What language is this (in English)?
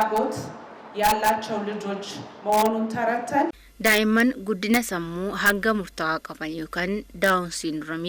Oromo